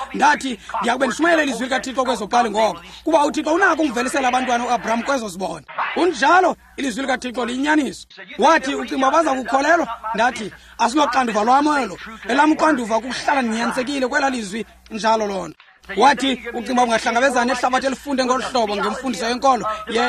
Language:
Xhosa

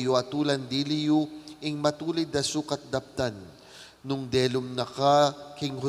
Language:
Pampanga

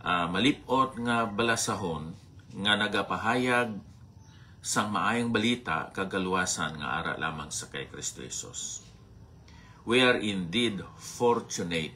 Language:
Hiligaynon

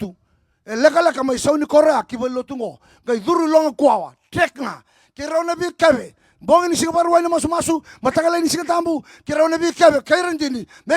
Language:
Fijian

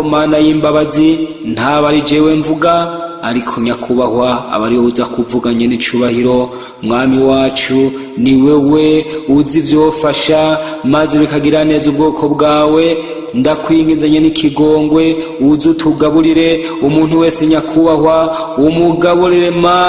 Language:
Rundi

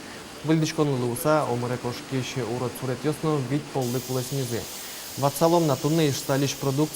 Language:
Udmurt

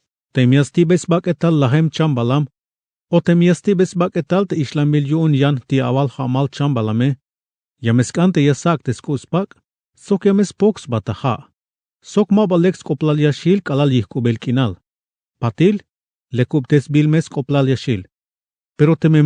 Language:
Tzeltal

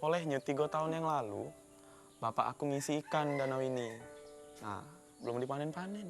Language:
Musi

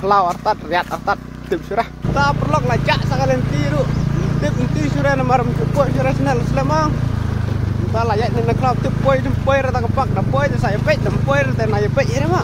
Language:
Khasi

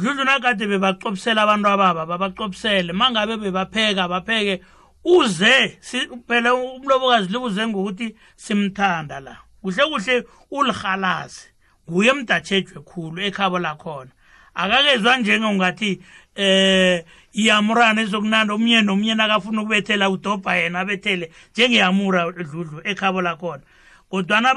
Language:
South Ndebele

